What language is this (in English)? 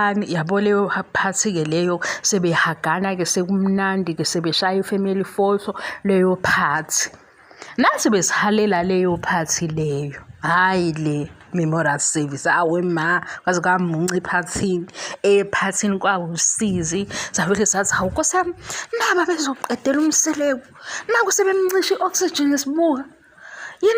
Zulu